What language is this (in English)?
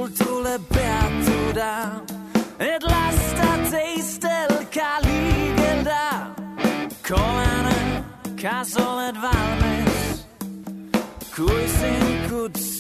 Estonian